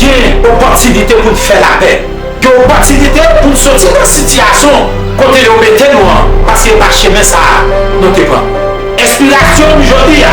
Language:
Haitian Creole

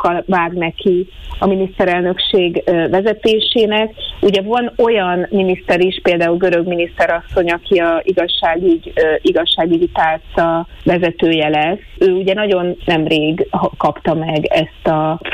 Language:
Hungarian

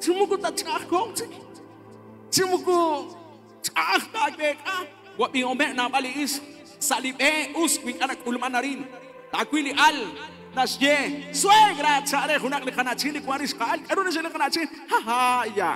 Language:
Kekchí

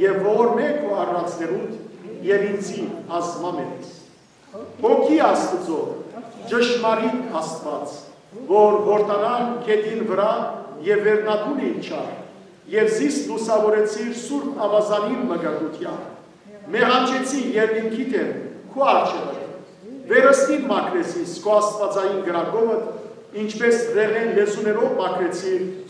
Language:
Western Armenian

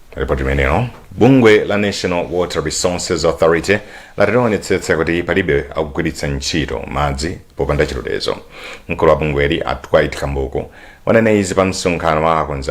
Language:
Nyanja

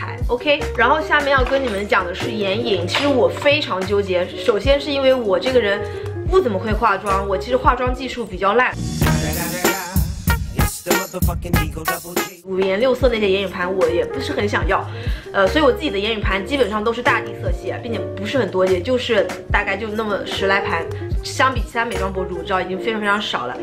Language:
Chinese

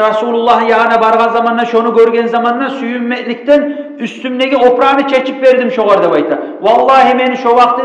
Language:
Kumyk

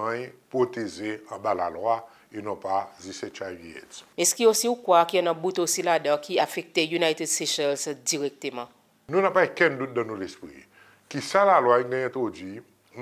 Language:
Seselwa Creole French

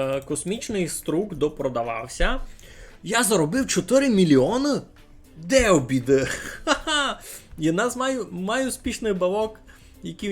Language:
Rusyn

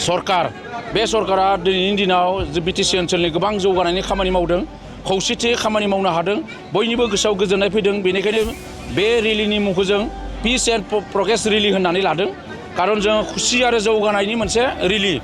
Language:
Bodo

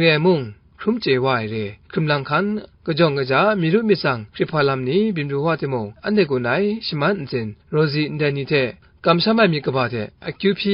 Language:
Kachin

